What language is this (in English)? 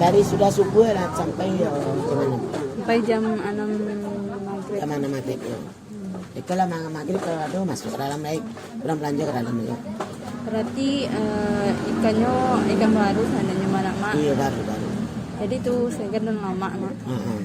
Minangkabau